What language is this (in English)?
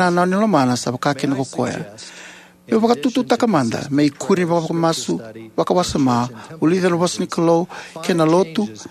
Fijian